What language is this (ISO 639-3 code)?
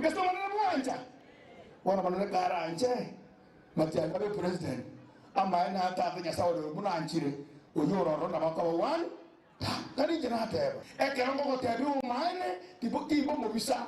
guz